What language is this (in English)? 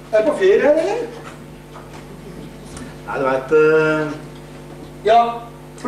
Norwegian